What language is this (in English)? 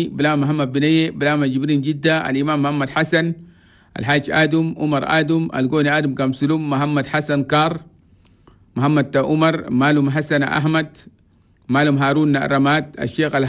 Chadian Arabic